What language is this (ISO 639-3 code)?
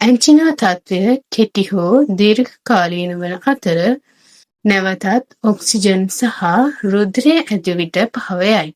sin